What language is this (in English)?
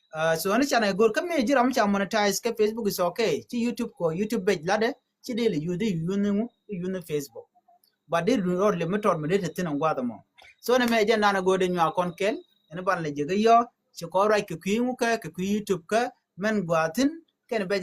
Nuer